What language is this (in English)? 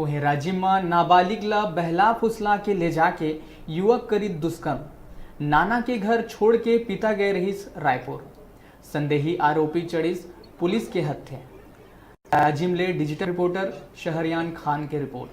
Chhattisgarhi